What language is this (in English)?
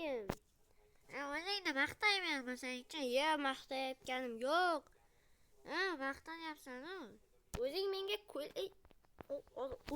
Uzbek